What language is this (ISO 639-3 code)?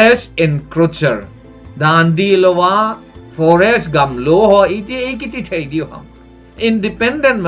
tcz